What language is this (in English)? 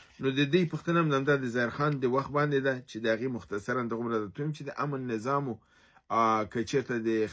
Pashto